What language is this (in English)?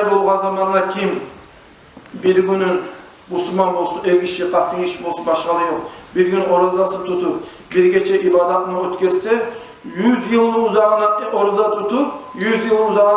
Kumyk